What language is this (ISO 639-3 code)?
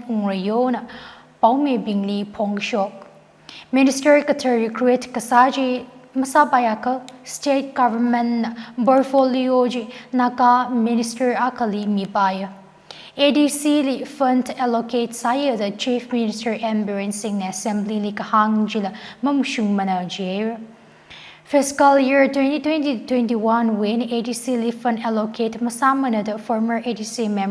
nmf